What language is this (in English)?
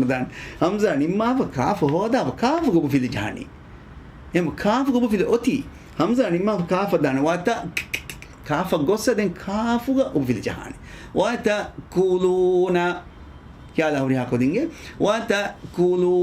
Divehi